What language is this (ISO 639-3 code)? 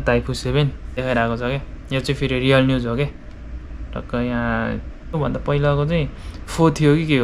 nep